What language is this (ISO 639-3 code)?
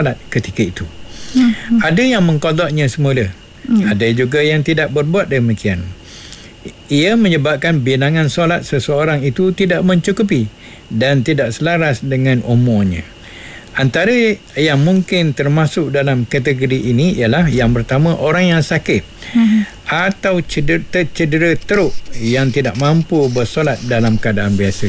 msa